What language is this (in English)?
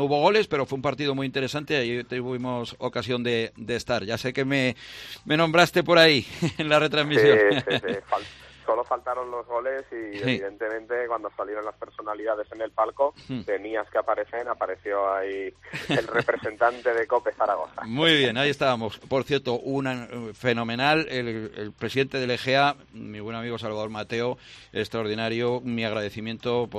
Spanish